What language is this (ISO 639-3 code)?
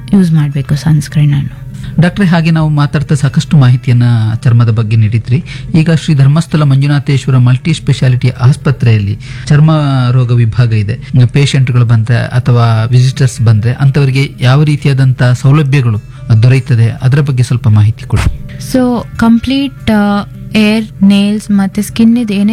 kan